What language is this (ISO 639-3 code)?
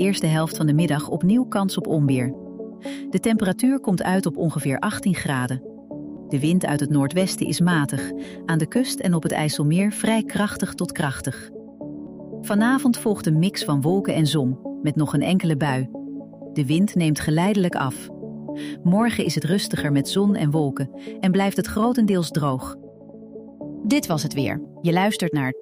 nld